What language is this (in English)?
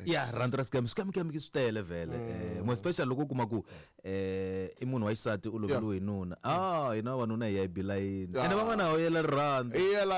Tsonga